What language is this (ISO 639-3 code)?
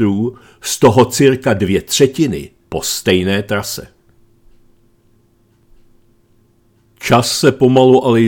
ces